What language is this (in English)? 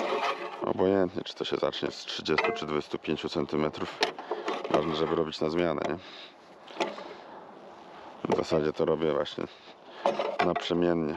Polish